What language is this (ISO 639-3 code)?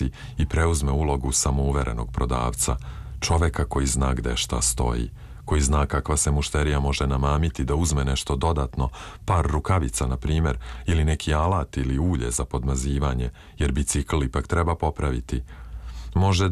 srp